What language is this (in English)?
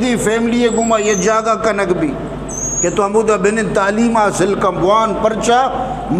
Eastern Balochi